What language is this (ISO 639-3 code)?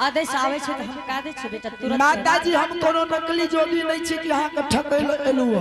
anp